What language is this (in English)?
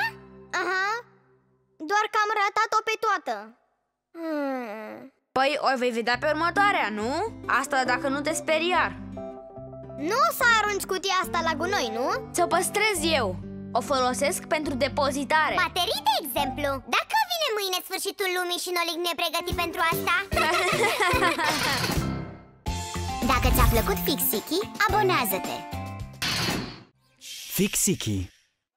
Romanian